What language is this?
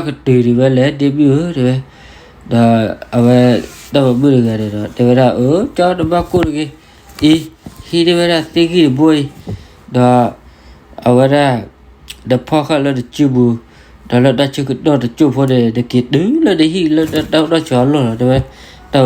S'gaw Karen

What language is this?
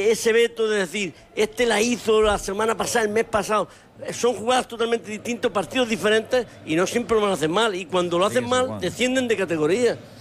Spanish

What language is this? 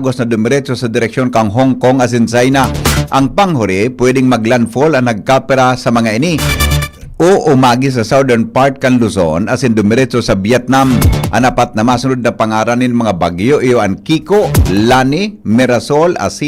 Bikol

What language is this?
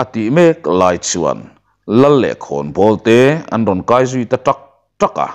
Mizo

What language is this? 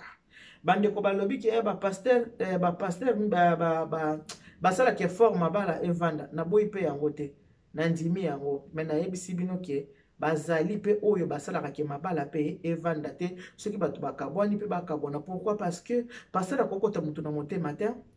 Lingala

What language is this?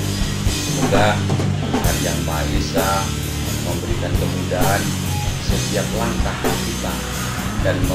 Indonesian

